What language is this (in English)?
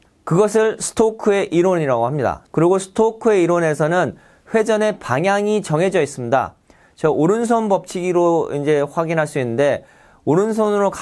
Korean